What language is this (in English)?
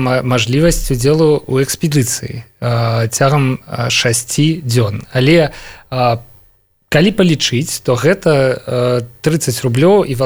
Belarusian